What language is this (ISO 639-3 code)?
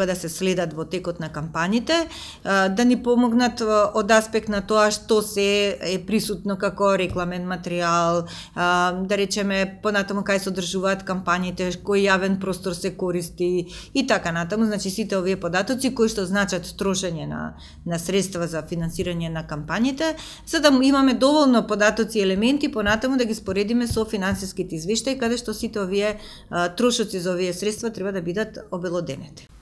mkd